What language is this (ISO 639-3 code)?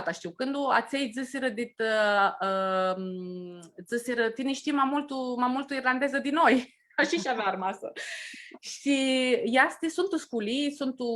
rup